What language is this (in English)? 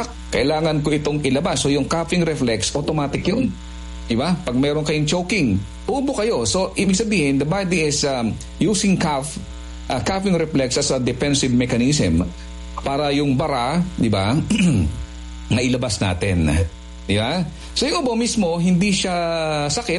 Filipino